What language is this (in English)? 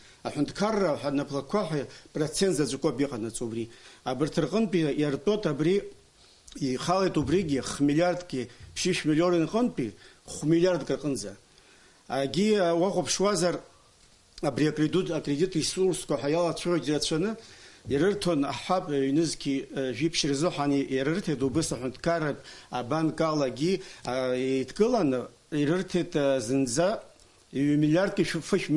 Abkhazian